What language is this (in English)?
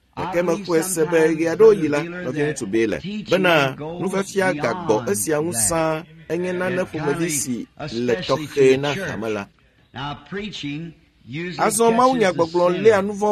Ewe